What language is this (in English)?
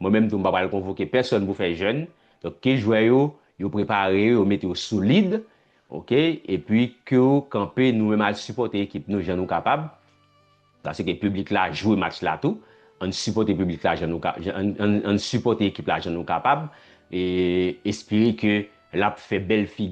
Haitian Creole